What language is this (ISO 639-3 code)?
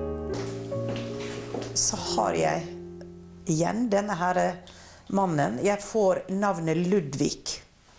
nor